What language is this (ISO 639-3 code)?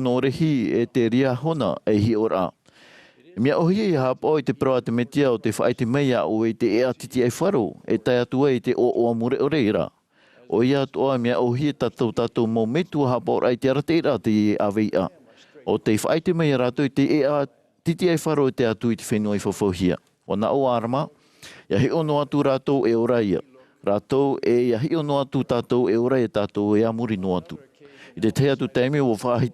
tah